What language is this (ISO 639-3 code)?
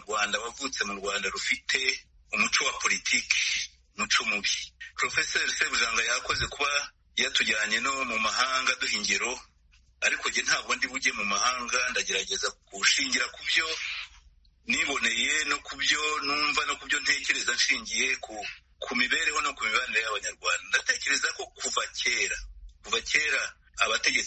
kin